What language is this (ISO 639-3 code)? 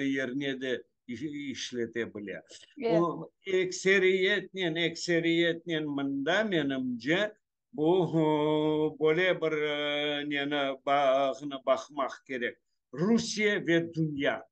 crh